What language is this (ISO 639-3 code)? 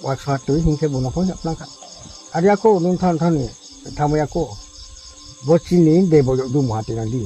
ria